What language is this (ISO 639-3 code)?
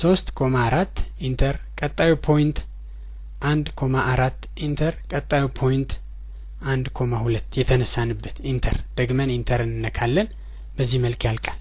amh